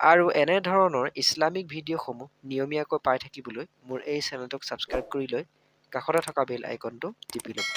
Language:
Assamese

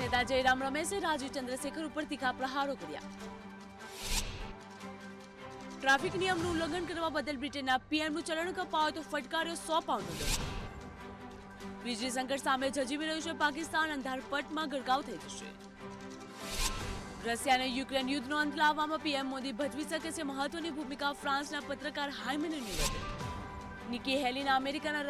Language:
Gujarati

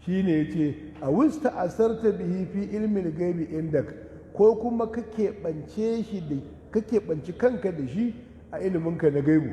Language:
Hausa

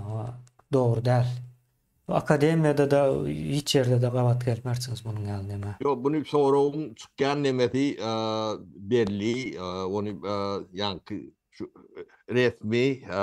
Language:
Turkmen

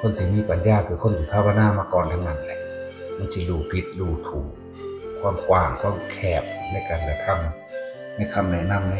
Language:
Northeastern Thai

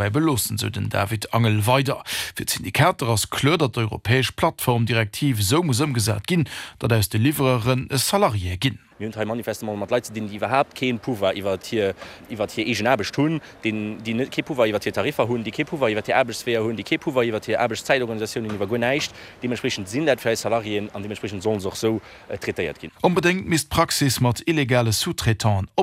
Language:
Luxembourgish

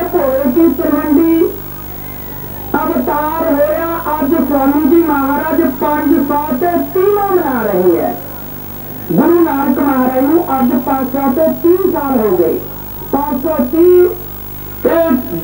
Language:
Punjabi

